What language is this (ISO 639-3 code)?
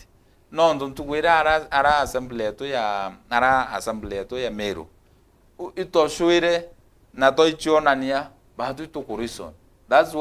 mer